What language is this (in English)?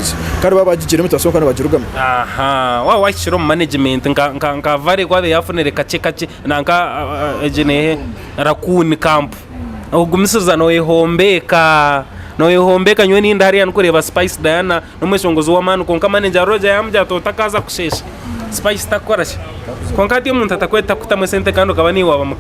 Nyankole